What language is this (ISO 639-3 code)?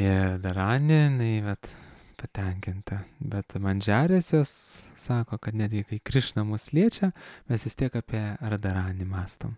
lit